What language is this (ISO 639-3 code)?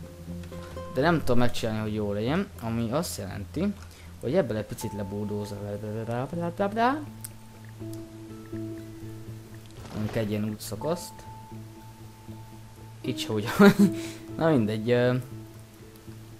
hun